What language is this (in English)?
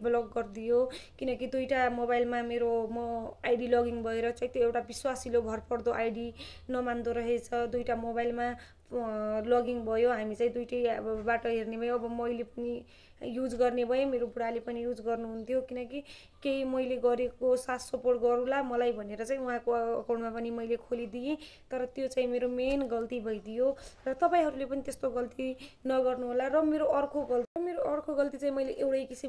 Nepali